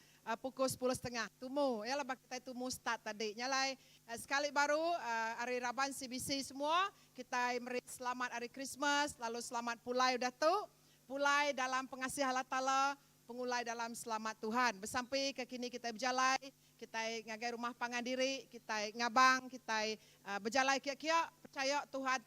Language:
Iban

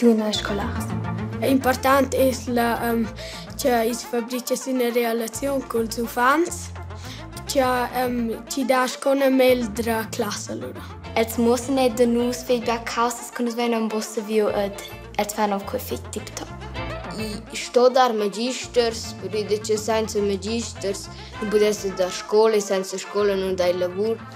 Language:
Romansh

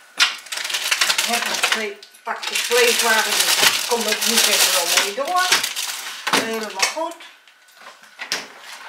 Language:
Dutch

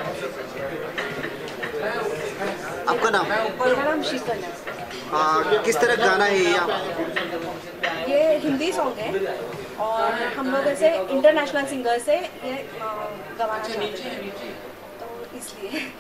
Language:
Hindi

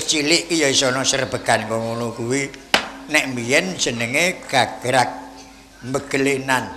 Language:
Javanese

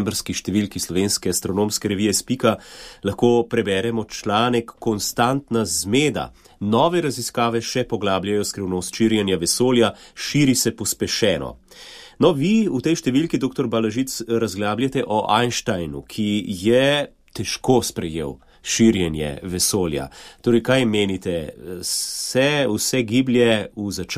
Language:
Slovenian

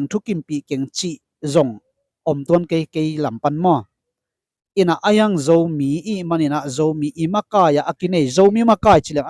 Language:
Tedim Chin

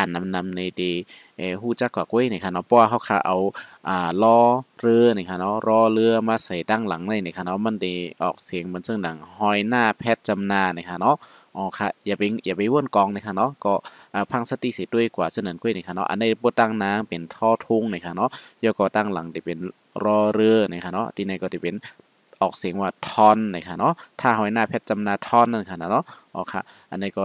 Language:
Shan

